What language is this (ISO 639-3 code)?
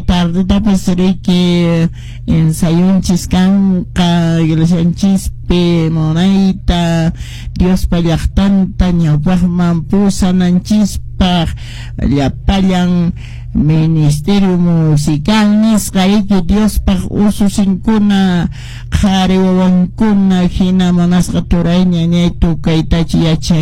que